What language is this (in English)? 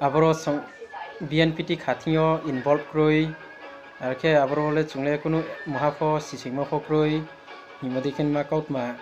Riang (India)